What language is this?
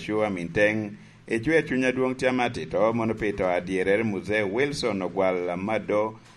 Lango (Uganda)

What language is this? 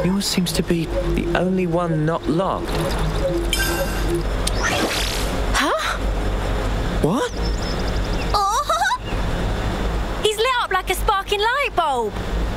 English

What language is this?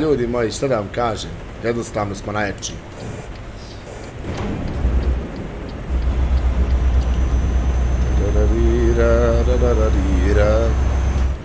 Croatian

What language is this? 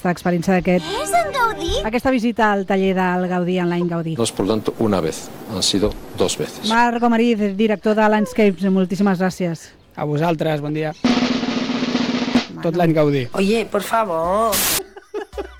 Catalan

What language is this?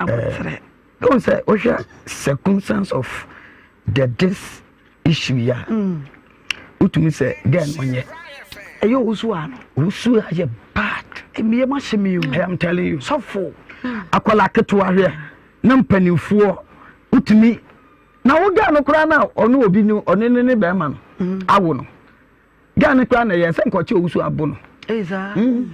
Akan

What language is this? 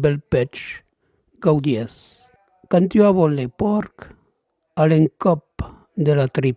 Occitan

